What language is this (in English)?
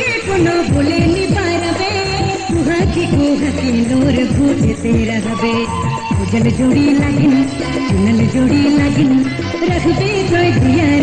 Sadri